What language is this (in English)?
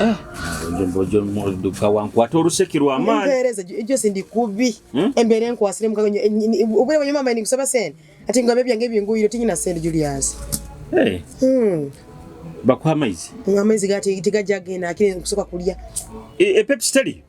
Nyoro